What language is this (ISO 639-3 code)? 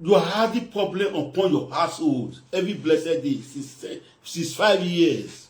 pcm